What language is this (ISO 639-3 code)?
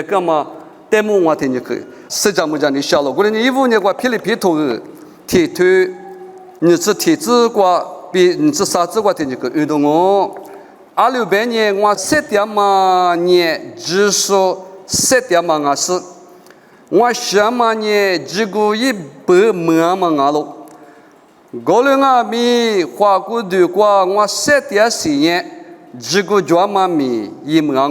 lis